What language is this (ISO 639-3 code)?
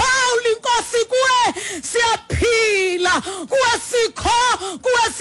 xho